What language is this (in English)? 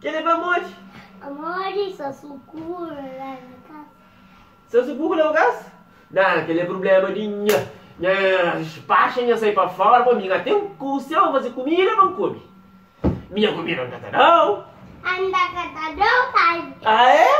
Kabuverdianu